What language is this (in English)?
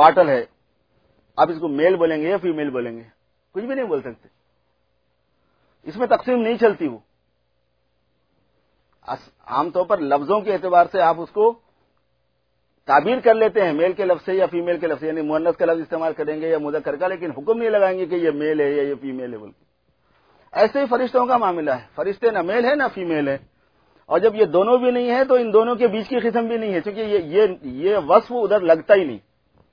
Urdu